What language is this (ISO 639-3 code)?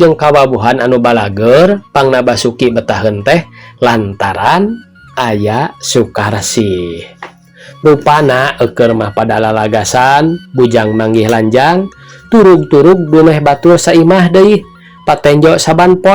sun